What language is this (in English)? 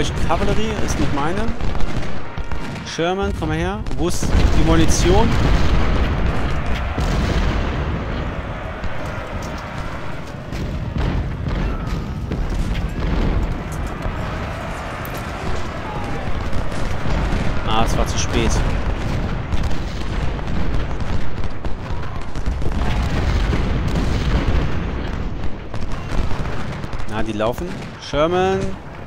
German